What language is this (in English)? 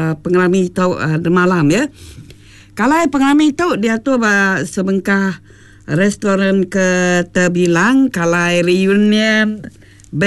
Iban